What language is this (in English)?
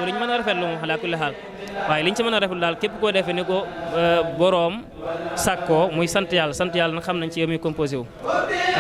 Wolof